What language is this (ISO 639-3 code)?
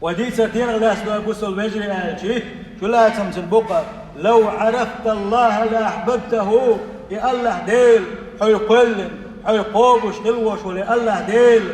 che